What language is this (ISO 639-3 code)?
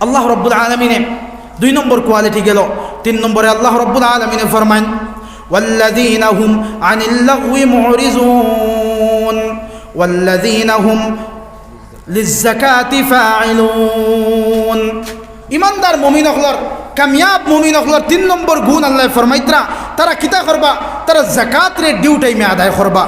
syl